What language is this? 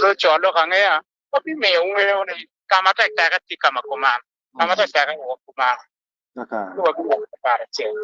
Acoli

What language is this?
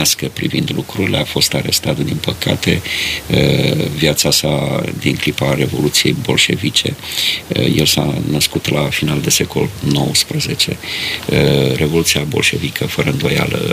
Romanian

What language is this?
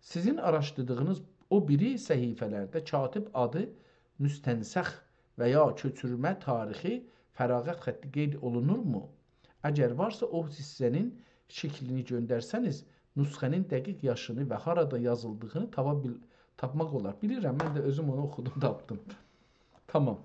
South Azerbaijani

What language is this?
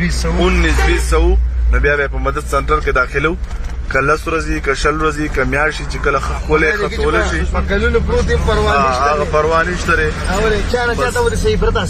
Pashto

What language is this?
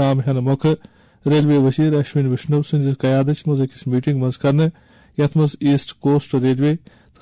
Kashmiri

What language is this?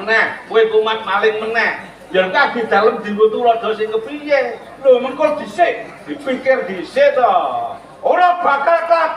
Javanese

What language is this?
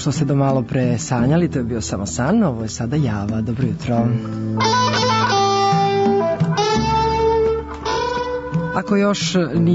Serbian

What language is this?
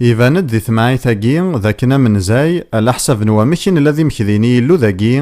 Kabyle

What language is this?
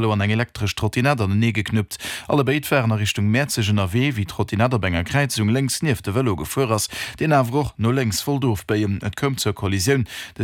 Luxembourgish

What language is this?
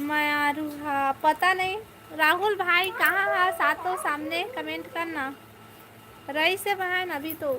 Chhattisgarhi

